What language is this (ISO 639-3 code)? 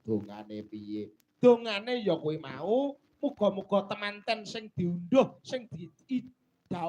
jav